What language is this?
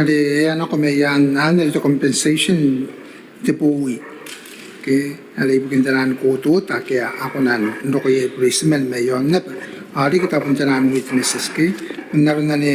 Gilbertese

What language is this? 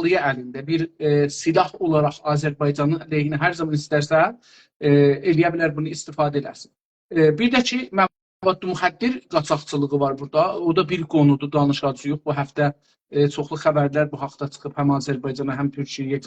South Azerbaijani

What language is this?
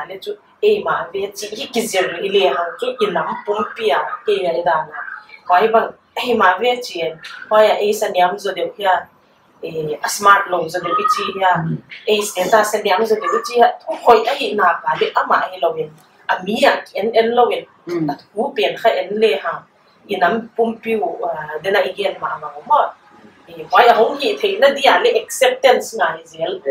Paite Chin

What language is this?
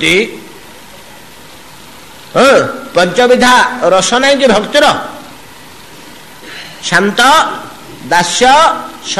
Odia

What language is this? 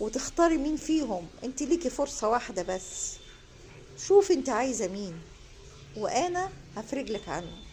Egyptian Arabic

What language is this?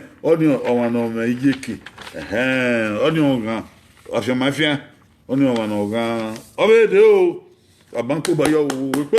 Bini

